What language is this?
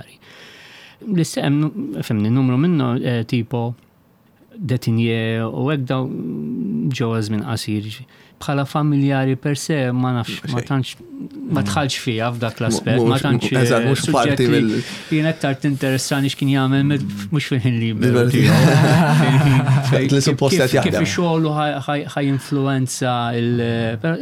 Maltese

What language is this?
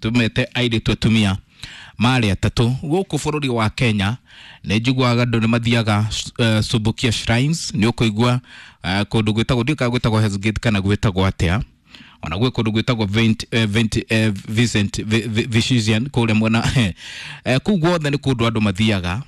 Kikuyu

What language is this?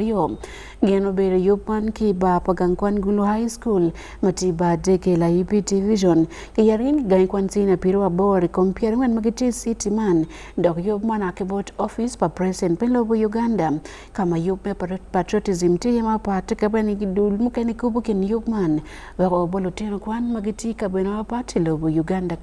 Acoli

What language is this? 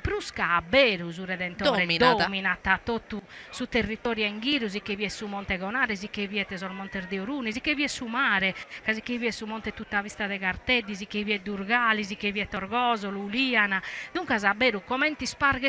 Sardinian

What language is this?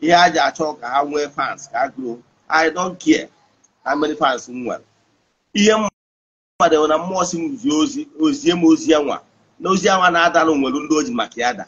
Igbo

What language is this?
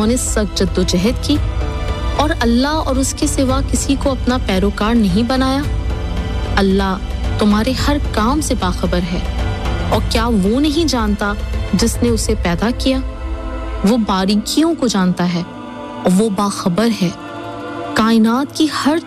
Urdu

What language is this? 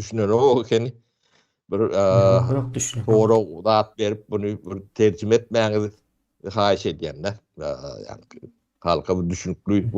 Turkmen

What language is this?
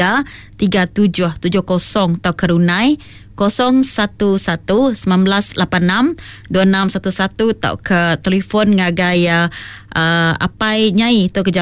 Iban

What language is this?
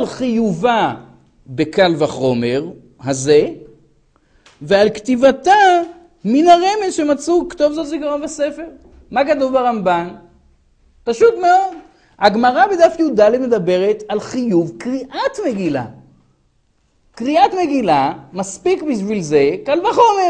Hebrew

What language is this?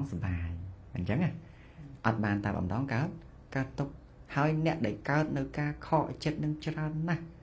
Khmer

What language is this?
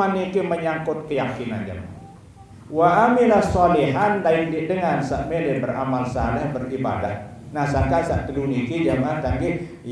Sasak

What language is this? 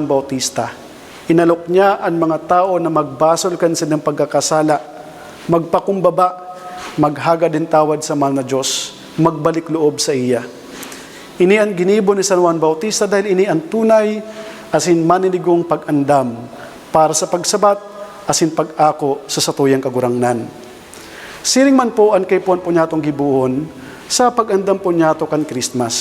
Bikol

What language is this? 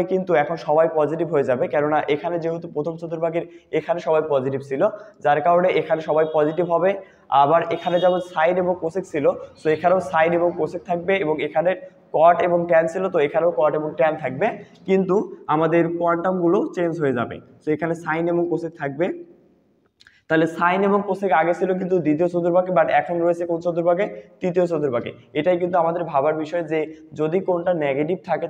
Bangla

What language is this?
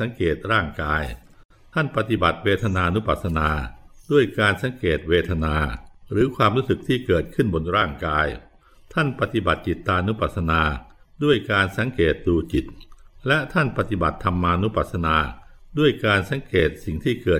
Thai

